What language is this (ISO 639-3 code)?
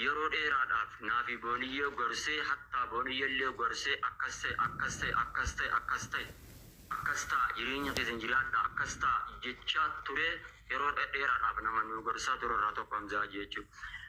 orm